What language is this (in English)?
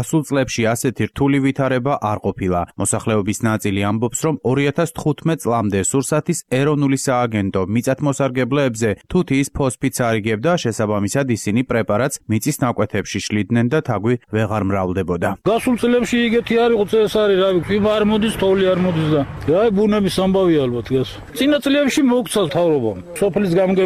Georgian